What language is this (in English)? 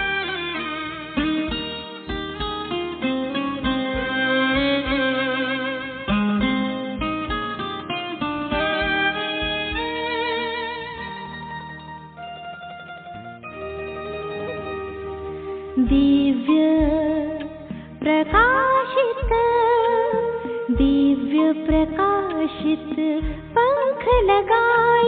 Tamil